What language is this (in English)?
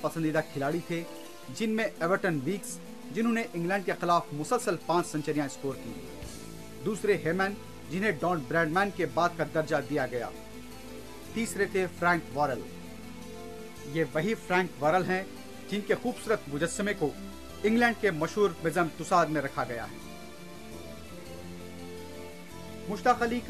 Hindi